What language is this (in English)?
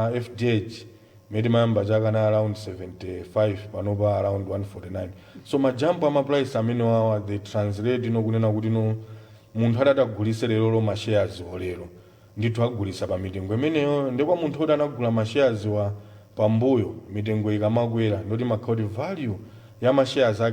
Nyanja